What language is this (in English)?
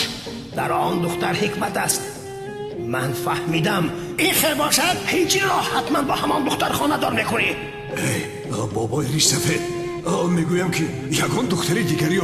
Tajik